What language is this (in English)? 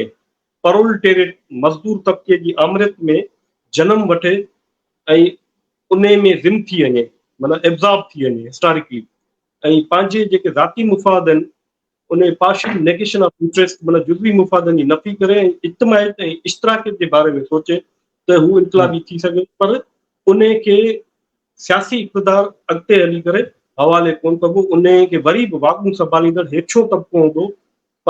Sindhi